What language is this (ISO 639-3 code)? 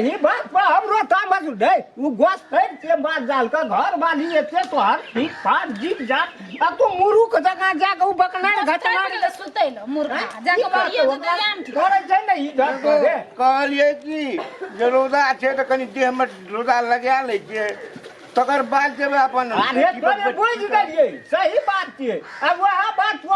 mai